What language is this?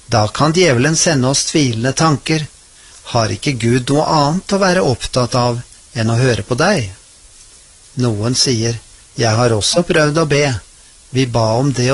Norwegian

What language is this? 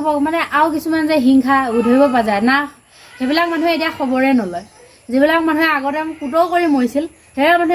Assamese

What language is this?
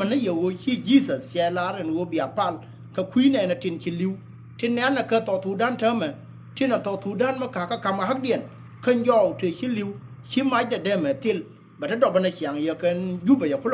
Nuer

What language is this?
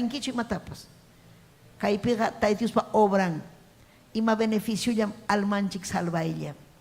Ayacucho Quechua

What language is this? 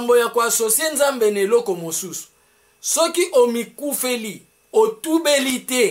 Lingala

